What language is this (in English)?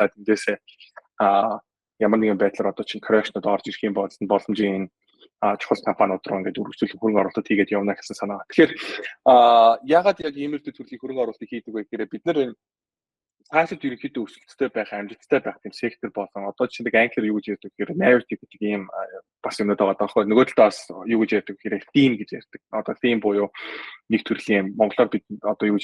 Mongolian